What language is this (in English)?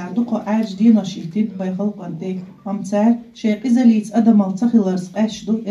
Chechen